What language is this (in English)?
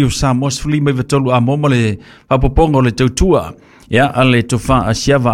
Samoan